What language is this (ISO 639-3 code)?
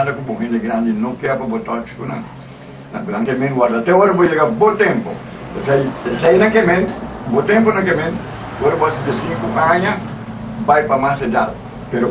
pap